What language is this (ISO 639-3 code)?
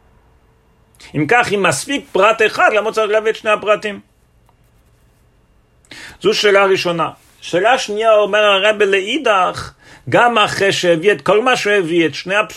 heb